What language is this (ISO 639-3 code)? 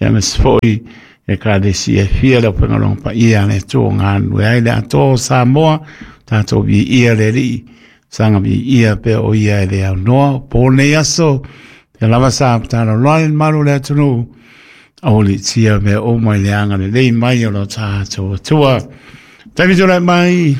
smo